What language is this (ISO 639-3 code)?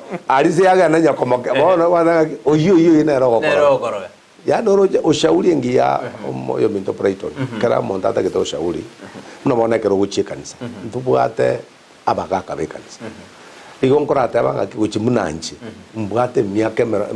guz